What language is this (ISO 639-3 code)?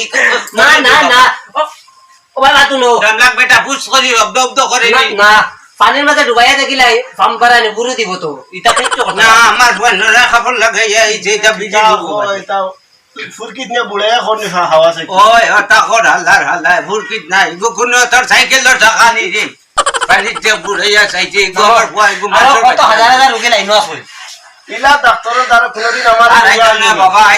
syl